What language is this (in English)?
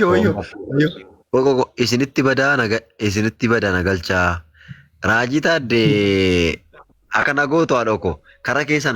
Oromo